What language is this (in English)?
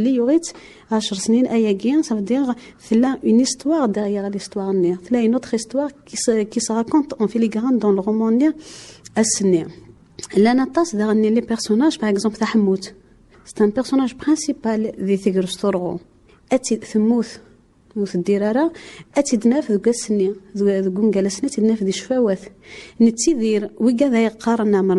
Kabyle